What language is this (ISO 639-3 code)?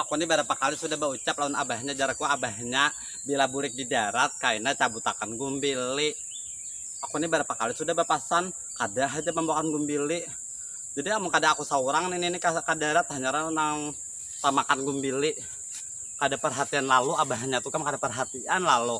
bjn